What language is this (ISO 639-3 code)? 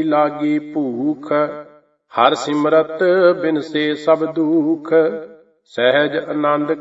pan